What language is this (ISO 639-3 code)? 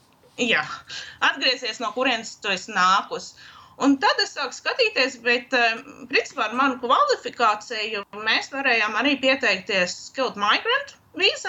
lav